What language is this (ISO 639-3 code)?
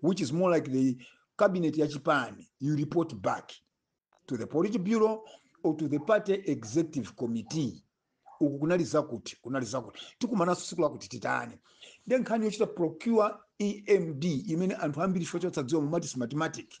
nya